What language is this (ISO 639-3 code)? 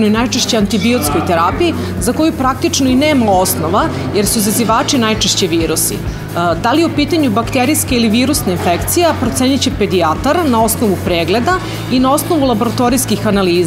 srp